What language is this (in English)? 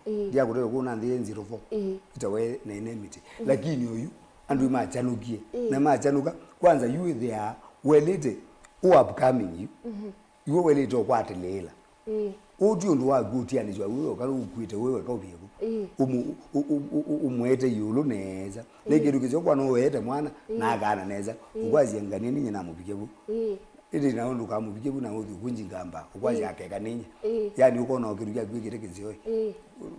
Kamba